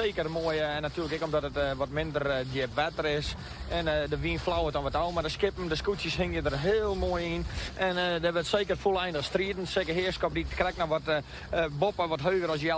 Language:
Western Frisian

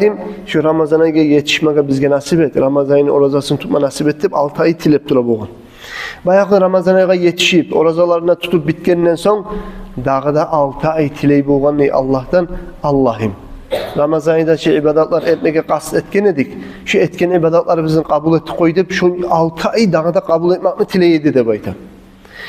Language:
Kumyk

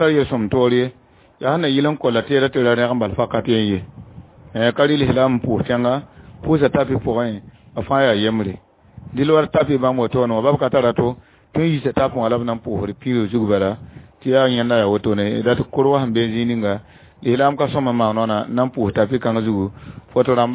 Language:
Mossi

